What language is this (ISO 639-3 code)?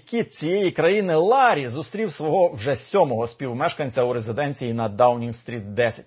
ukr